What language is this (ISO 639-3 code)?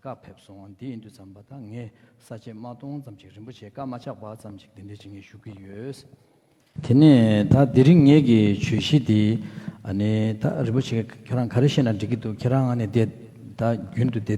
bod